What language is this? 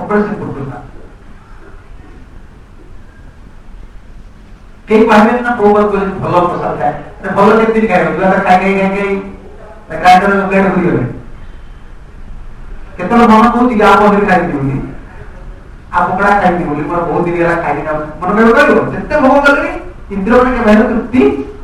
Odia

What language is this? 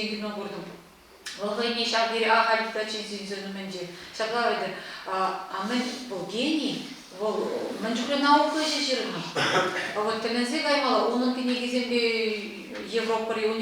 Chuvash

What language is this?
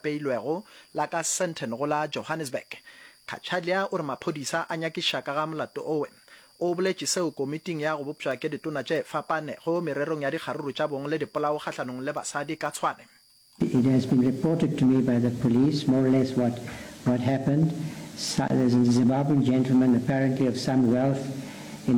Northern Sotho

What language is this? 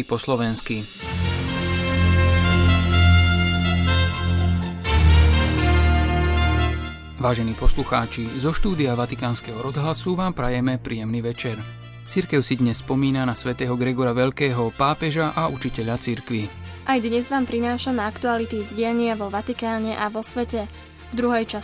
Slovak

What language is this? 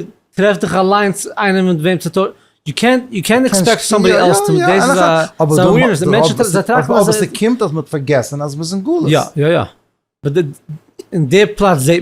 Yiddish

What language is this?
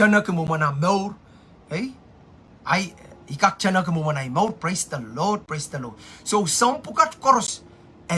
Pohnpeian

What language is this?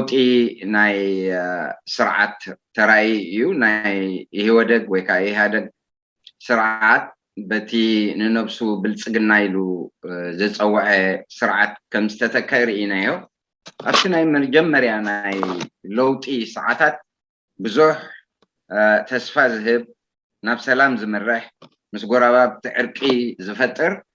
Tigrinya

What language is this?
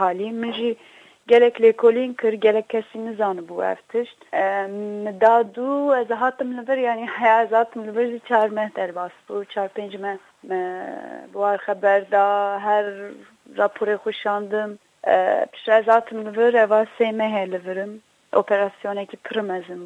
Kurdish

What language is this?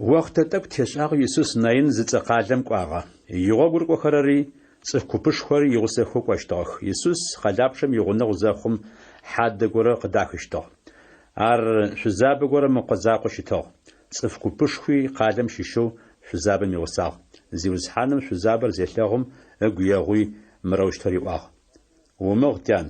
Adyghe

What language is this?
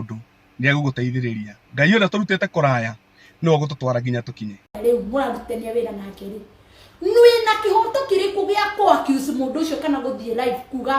Kikuyu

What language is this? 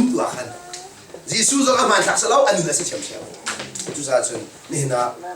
Hakha Chin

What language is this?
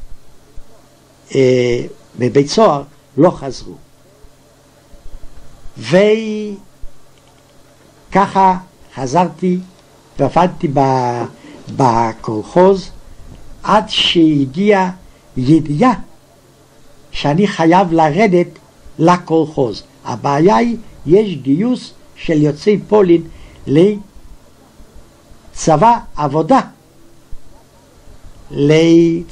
Hebrew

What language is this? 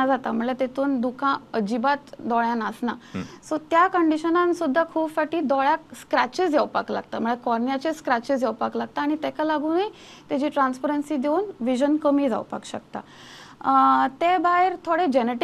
Konkani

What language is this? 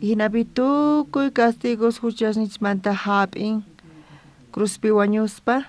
South Bolivian Quechua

